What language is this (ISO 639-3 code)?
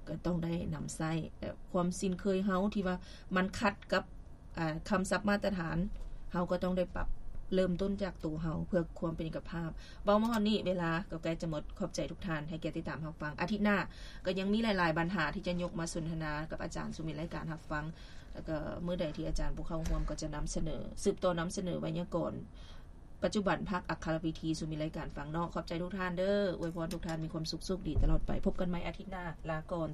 lao